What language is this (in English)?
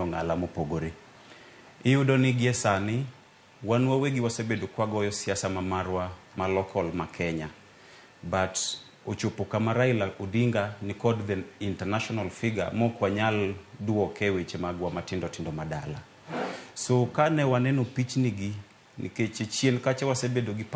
Luo (Kenya and Tanzania)